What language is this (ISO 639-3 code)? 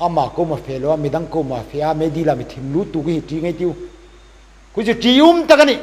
hmr